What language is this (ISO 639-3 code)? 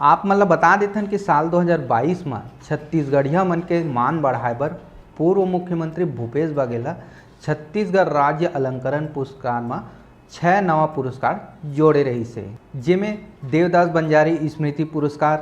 hne